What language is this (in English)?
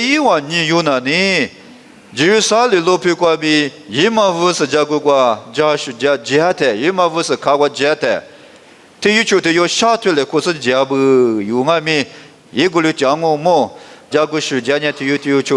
Lisu